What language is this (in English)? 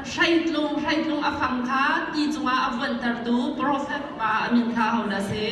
Hakha Chin